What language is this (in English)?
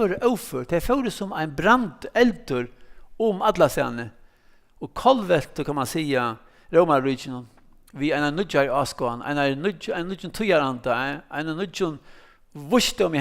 Faroese